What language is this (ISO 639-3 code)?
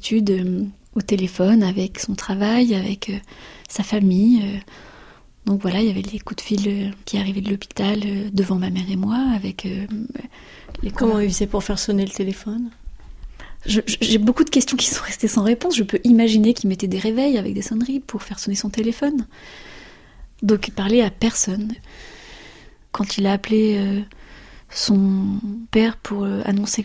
fra